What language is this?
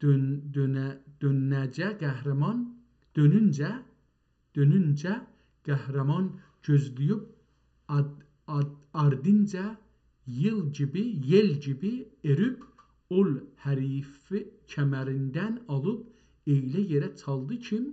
South Azerbaijani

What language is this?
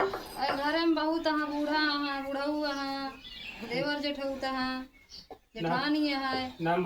Awadhi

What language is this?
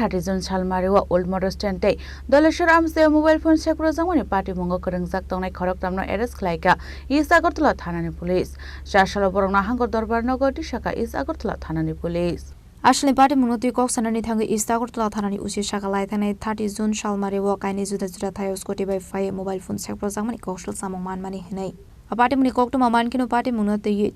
Kok Borok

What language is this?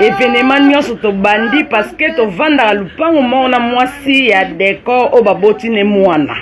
Lingala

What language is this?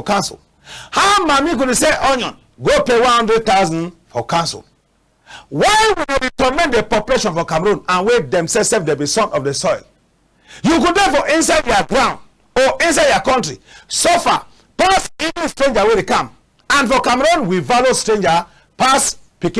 Cameroon Pidgin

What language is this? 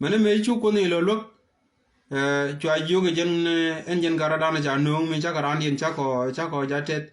Nuer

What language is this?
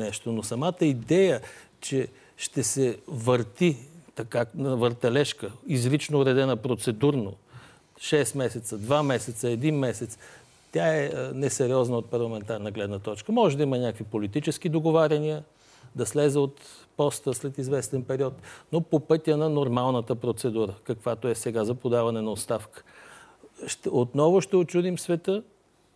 Bulgarian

